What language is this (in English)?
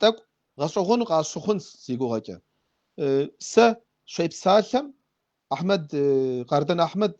Kabardian